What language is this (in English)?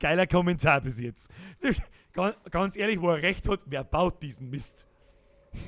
Bavarian